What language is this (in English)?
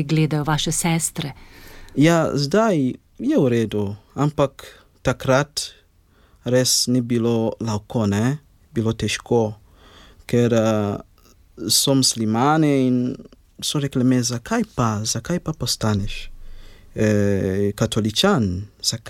Slovenian